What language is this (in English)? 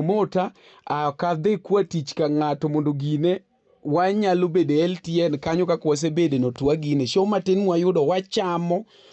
Luo (Kenya and Tanzania)